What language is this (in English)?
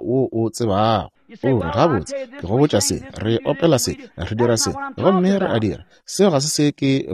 Northern Sotho